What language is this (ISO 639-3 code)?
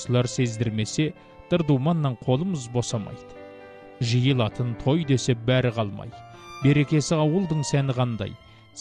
kaz